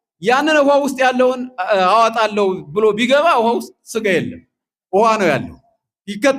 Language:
Amharic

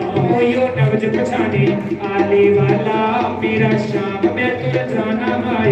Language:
Dogri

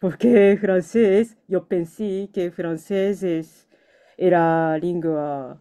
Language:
Ladino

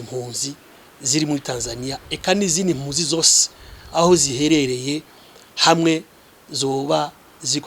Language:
Rundi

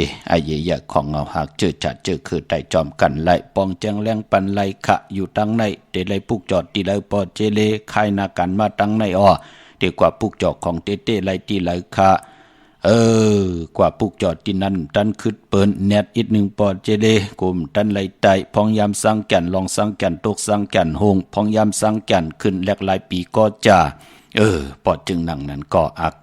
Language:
Shan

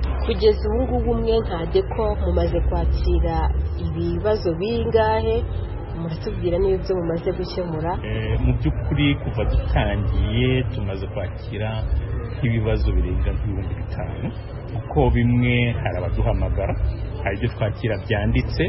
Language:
Kinyarwanda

